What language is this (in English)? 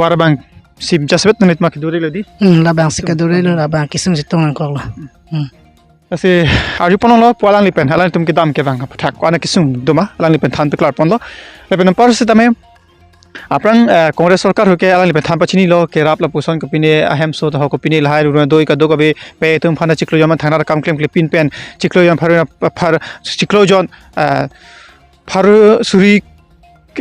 Karbi